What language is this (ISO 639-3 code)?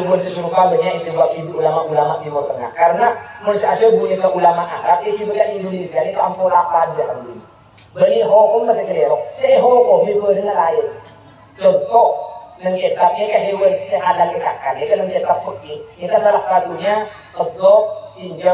mad